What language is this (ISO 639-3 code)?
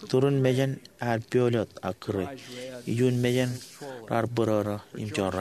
mah